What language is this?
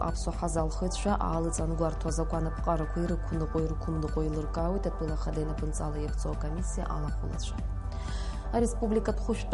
Abkhazian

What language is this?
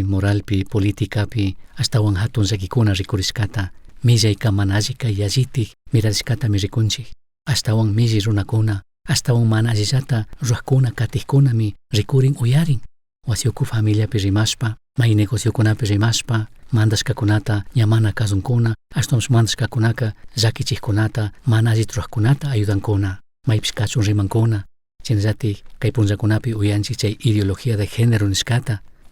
Chimborazo Highland Quichua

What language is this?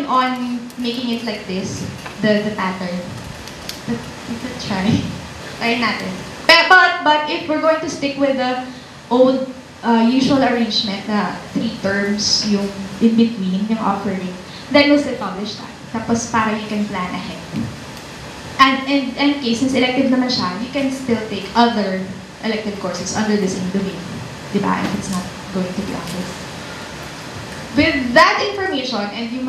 Filipino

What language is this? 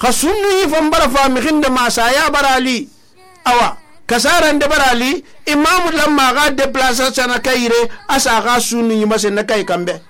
Susu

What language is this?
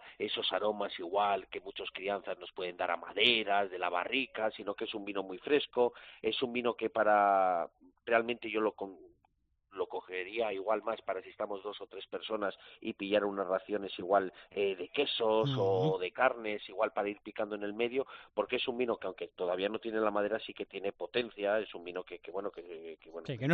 Spanish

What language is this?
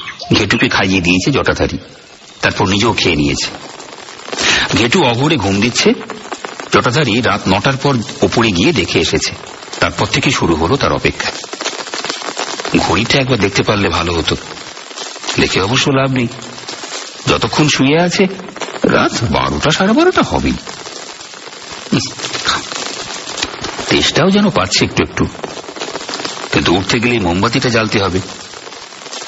Bangla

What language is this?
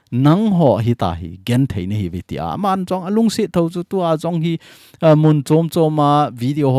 Thado Chin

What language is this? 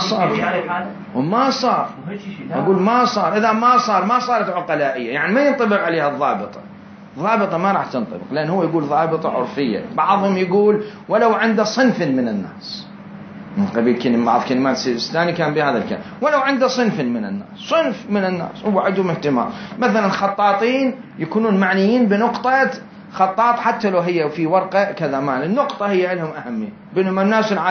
Mesopotamian Arabic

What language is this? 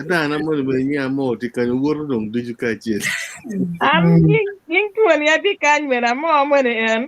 Acoli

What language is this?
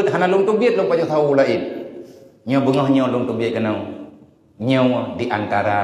Achinese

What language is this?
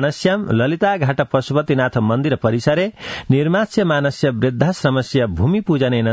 Sanskrit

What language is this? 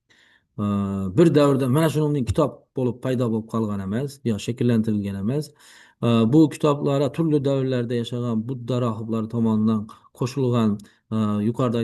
Uzbek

